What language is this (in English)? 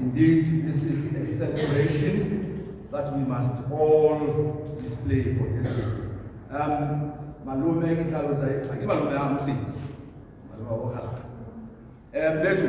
Tswana